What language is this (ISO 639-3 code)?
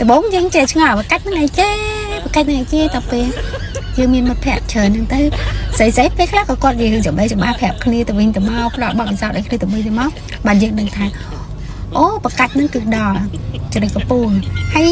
khm